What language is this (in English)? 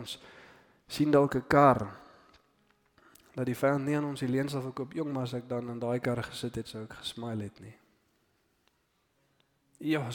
Afrikaans